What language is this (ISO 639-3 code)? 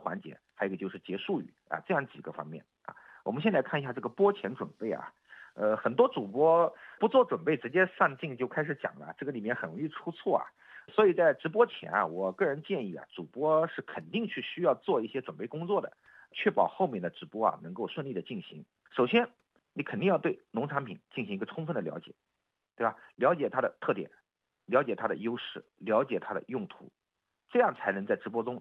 zho